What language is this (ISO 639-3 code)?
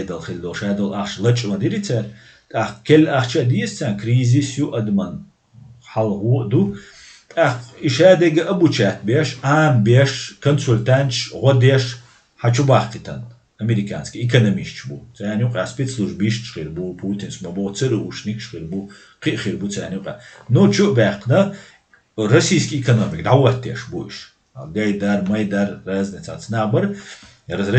che